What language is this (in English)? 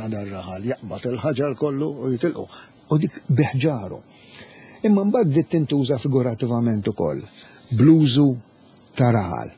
Maltese